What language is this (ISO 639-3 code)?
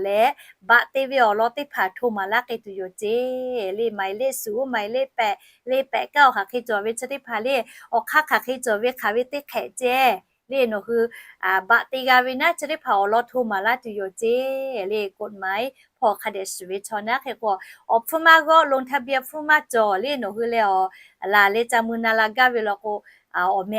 lhu